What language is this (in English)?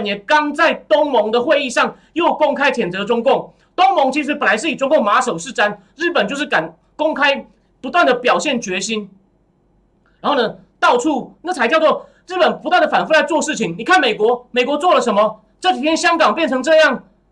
Chinese